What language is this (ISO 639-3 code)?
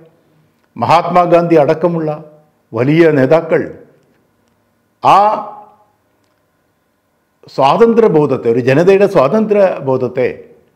mal